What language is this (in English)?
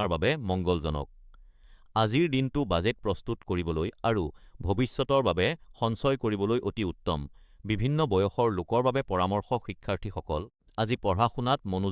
Assamese